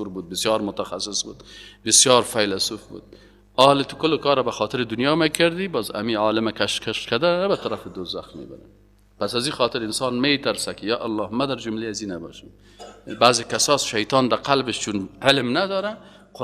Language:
Persian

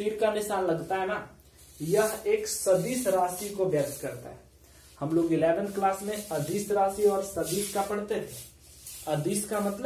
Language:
Hindi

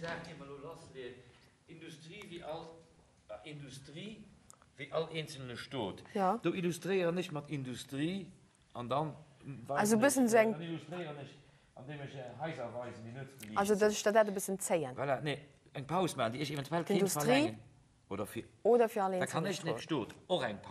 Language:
Luxembourgish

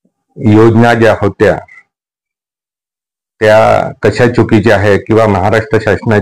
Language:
Marathi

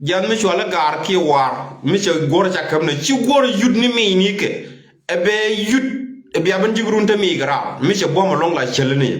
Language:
Nuer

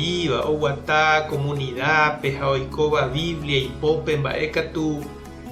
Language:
Guarani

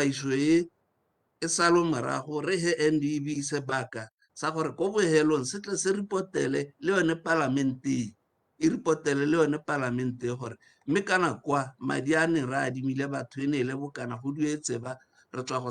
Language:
Tswana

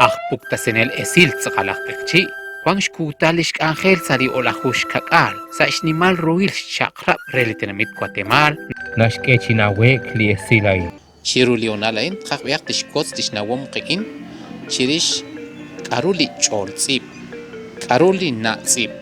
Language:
Kekchí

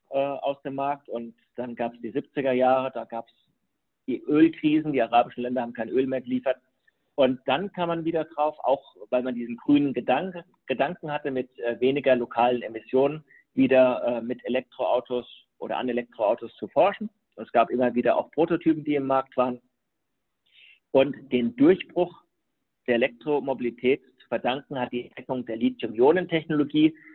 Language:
German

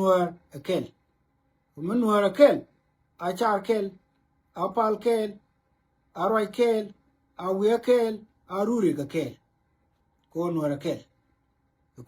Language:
Nuer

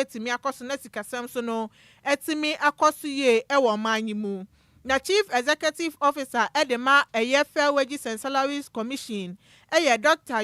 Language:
Akan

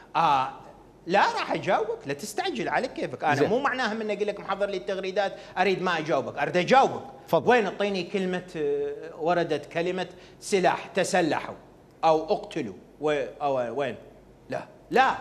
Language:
Mesopotamian Arabic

